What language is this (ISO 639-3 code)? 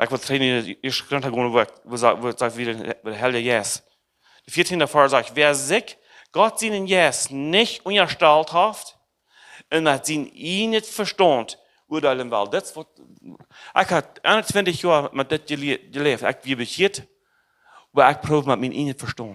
pdt